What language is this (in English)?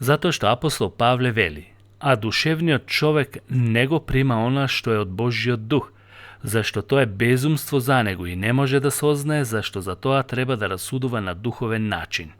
Macedonian